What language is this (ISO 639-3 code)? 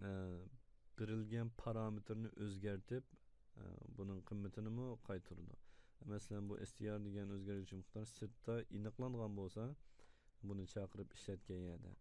uig